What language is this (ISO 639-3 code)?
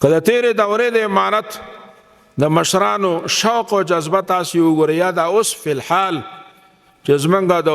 pus